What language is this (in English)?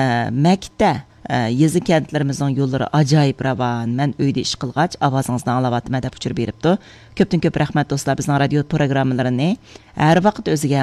Uyghur